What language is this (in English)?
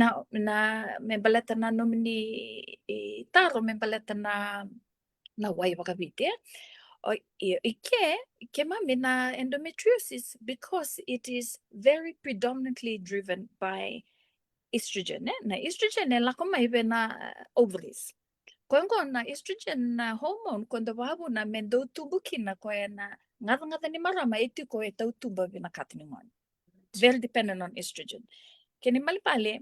Fijian